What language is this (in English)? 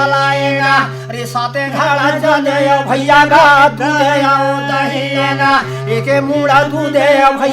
Chhattisgarhi